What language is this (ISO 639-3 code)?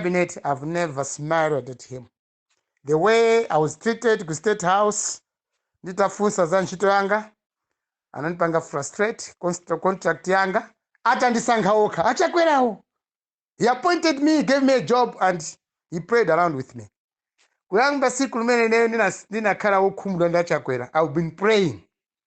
nya